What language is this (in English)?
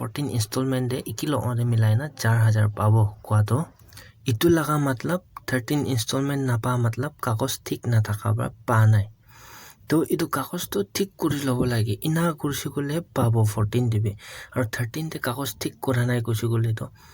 Naga Pidgin